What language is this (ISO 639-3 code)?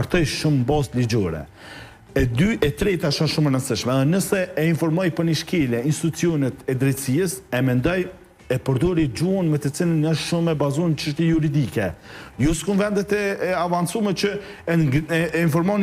sqi